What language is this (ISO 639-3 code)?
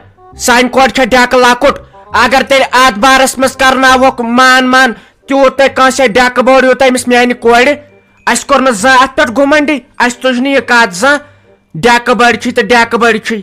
kas